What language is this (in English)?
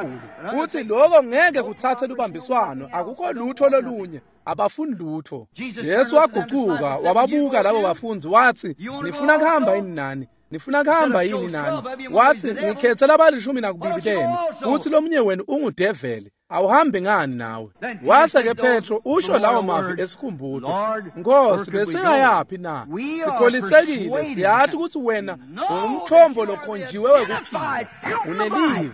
Swati